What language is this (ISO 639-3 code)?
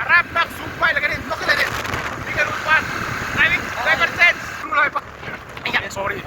hmr